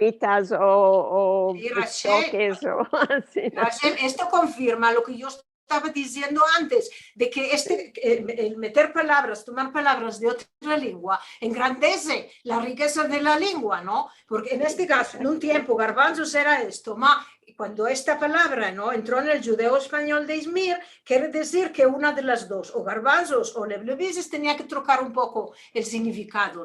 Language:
Ladino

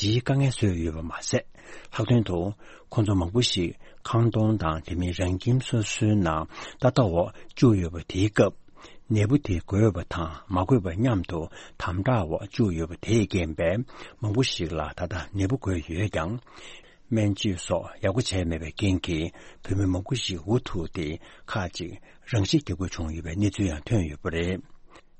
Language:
Tibetan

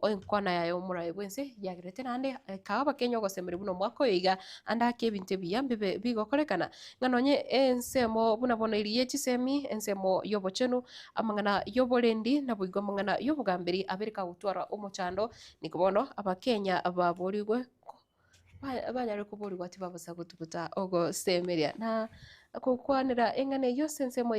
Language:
Gusii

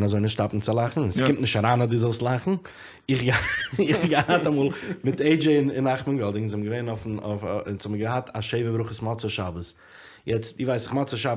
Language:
Yiddish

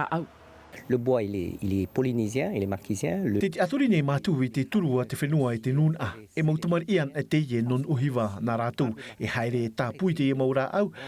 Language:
Tahitian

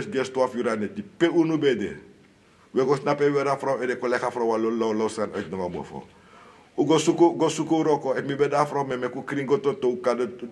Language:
Sranan Tongo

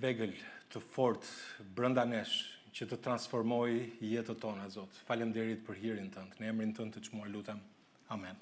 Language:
Albanian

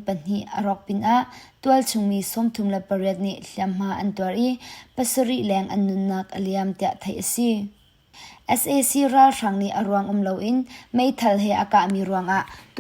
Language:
Hakha Chin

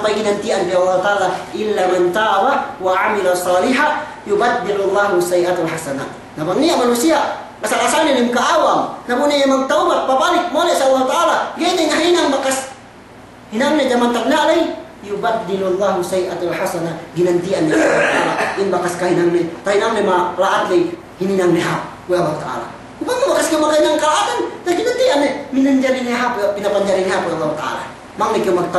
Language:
Yakan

